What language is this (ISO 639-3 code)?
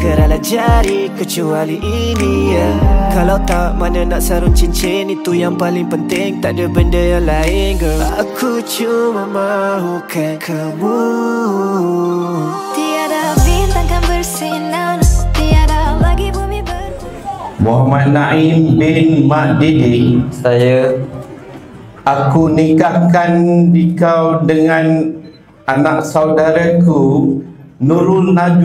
msa